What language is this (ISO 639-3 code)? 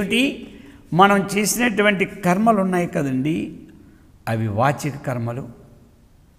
tel